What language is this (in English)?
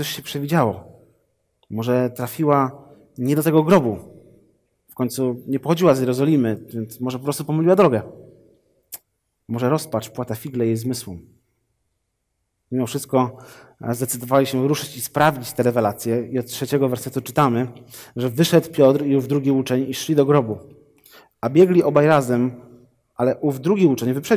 Polish